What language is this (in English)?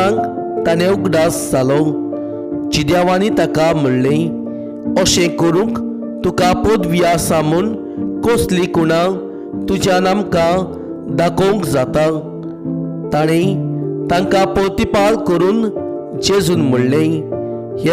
Konkani